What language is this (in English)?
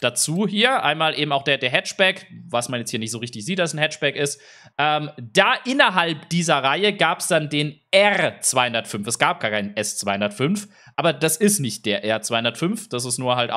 German